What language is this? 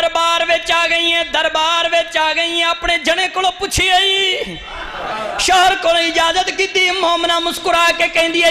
Saraiki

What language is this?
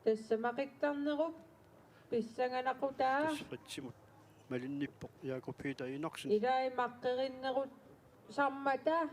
Kalaallisut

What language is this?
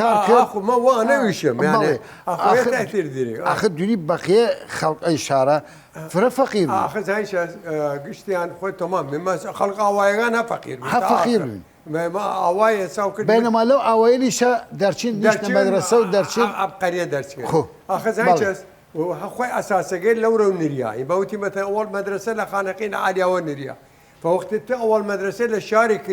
Southern Kurdish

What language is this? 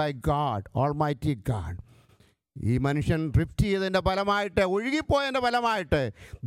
Malayalam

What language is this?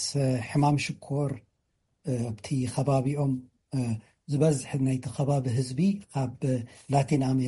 Tigrinya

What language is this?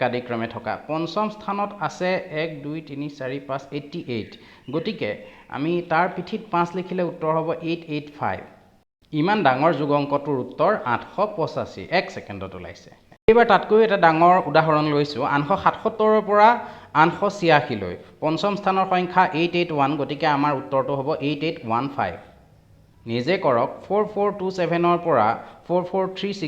Assamese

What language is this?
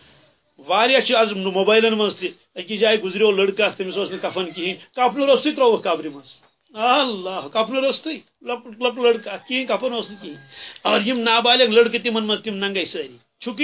Kashmiri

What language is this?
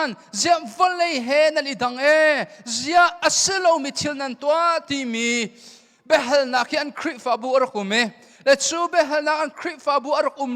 Hakha Chin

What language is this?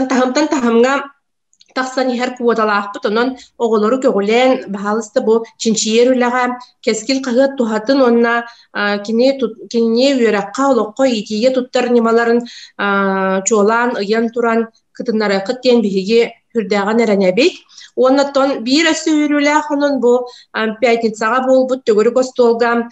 Yakut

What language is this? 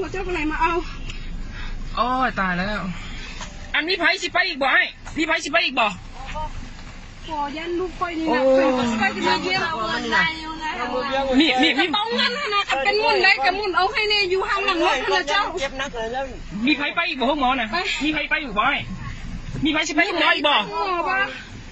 Lao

